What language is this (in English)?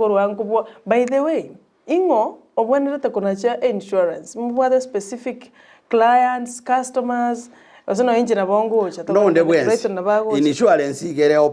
Gusii